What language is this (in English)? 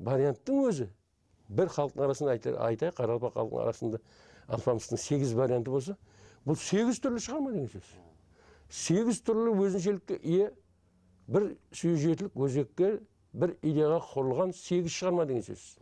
Kara-Kalpak